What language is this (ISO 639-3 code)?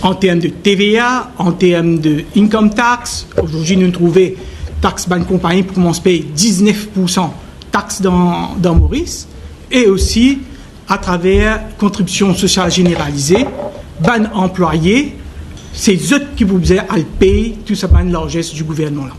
mfe